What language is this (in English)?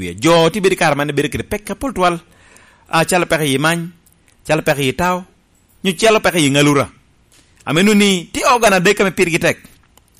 Lango (Uganda)